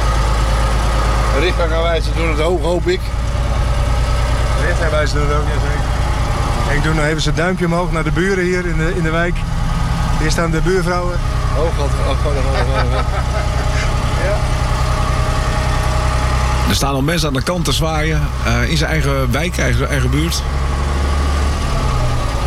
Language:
Dutch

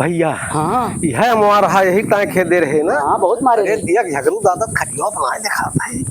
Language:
Awadhi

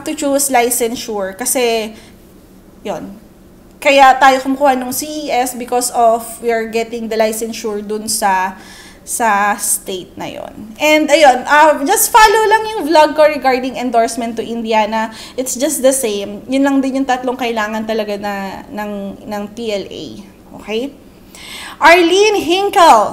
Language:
Filipino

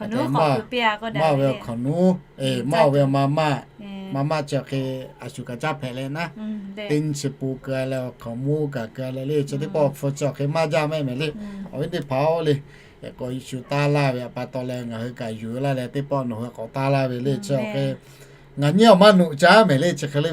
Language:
Lahu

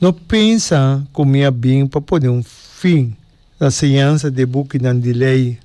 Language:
Papiamento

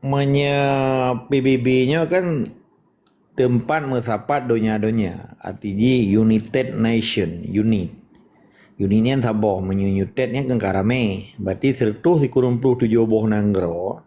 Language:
Achinese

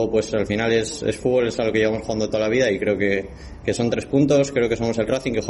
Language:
Spanish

